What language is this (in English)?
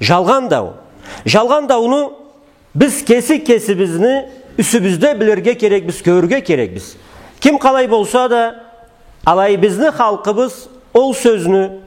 Karachay-Balkar